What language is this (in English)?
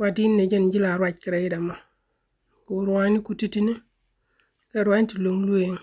Nuer